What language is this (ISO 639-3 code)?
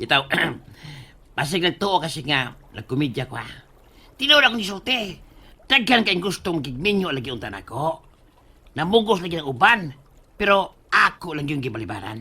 ceb